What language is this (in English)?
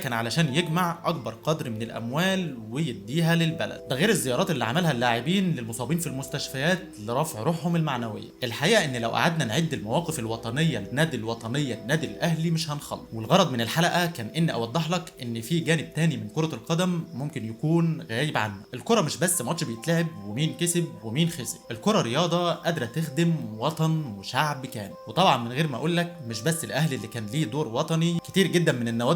Egyptian Arabic